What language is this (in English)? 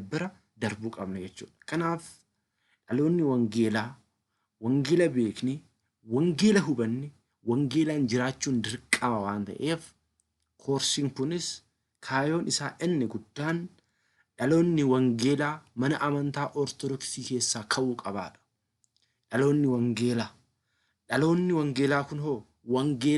Oromo